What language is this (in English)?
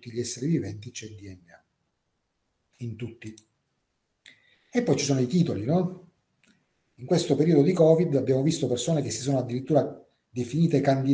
Italian